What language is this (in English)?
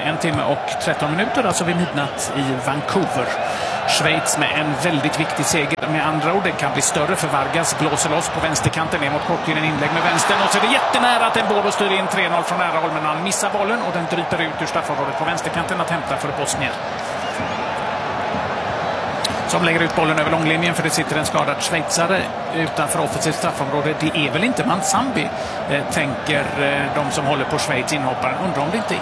Swedish